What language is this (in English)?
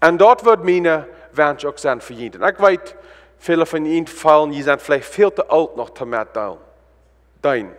Plautdietsch